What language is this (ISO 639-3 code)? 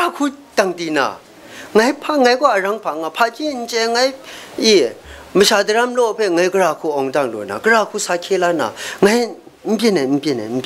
kac